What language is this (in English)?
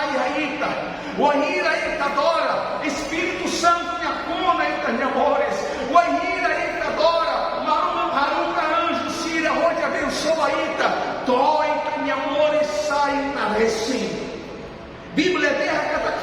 Tetum